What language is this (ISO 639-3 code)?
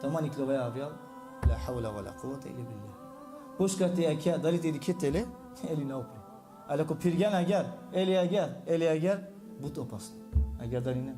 rmn